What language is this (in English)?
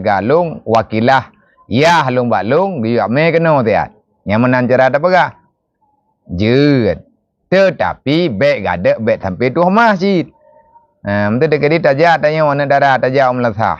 Achinese